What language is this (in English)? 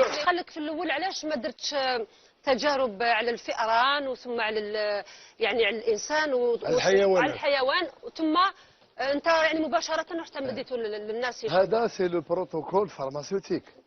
Algerian Arabic